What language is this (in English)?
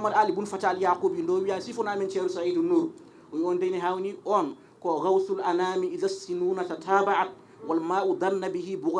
Fula